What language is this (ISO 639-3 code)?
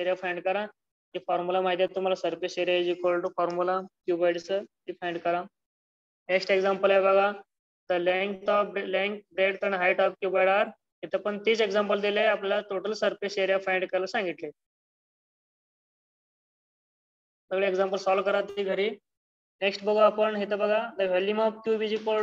mar